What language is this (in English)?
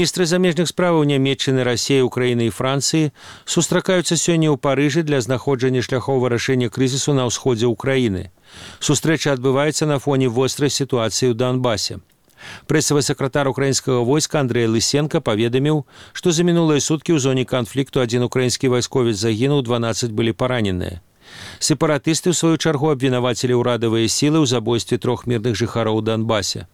Belarusian